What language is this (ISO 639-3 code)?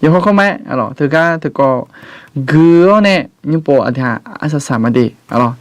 ahk